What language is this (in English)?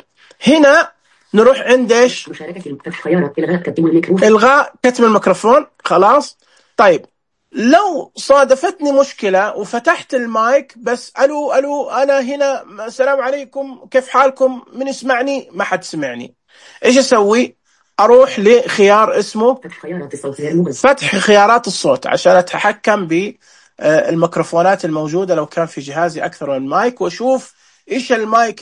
Najdi Arabic